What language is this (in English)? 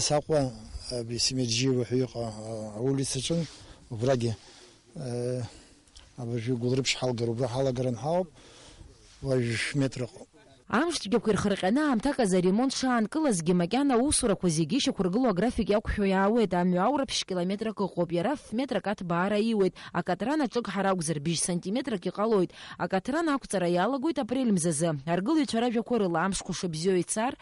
Abkhazian